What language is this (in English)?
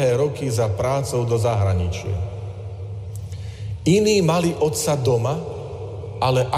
Slovak